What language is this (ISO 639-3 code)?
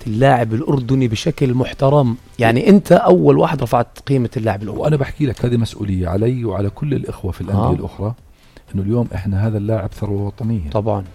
apc